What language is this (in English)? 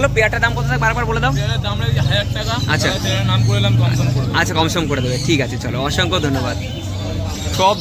Bangla